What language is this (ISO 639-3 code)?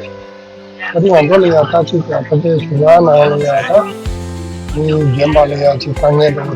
bod